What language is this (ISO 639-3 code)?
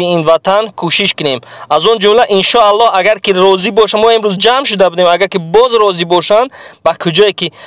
tgk